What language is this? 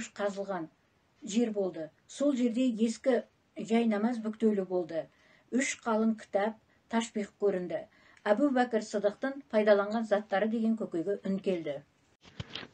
Kazakh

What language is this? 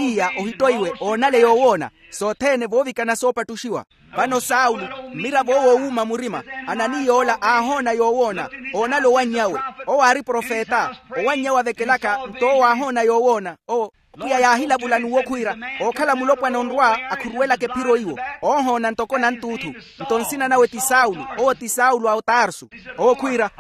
Makhuwa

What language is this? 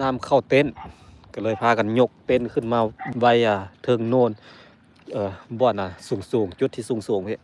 Lao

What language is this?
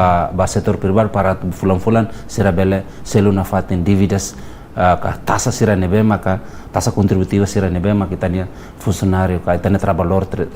Tetum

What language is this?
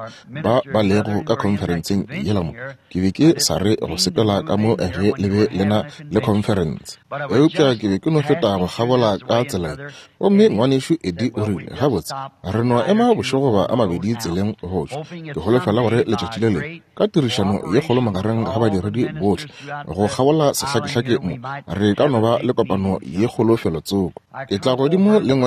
Northern Sotho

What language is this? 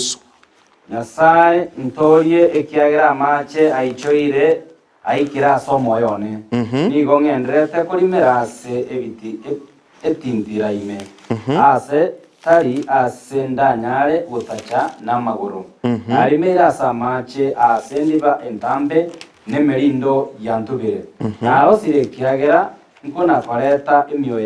Gusii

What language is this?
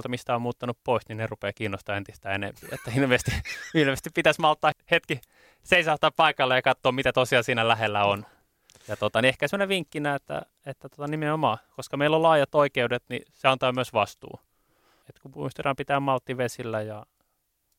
Finnish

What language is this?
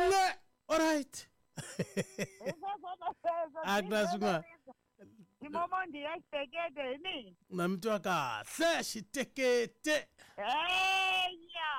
Tsonga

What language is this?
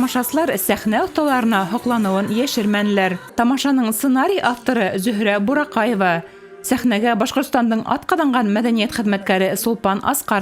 Bashkir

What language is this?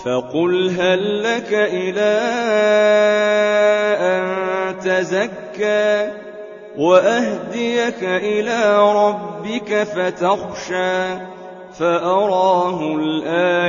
Arabic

